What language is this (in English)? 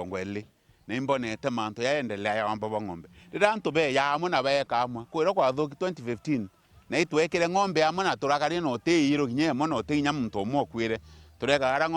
Meru